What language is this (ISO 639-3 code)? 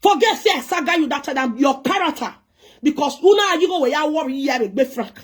pcm